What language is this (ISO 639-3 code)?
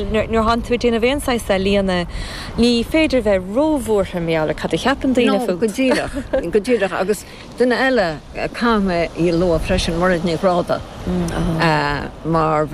gle